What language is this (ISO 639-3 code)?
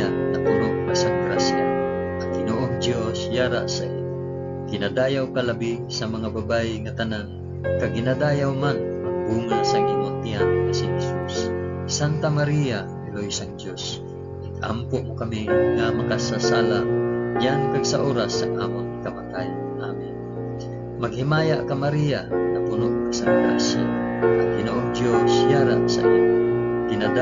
hil